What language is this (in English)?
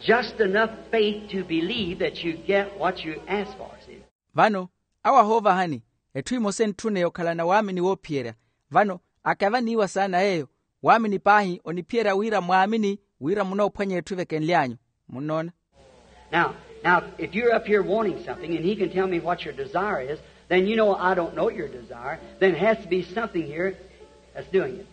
Makhuwa